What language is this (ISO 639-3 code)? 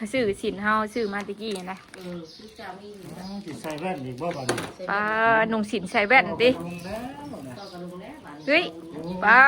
tts